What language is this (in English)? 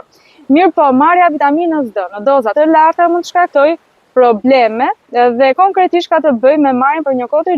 Albanian